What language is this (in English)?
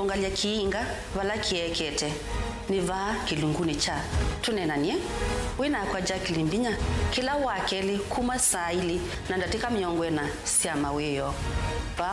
Kamba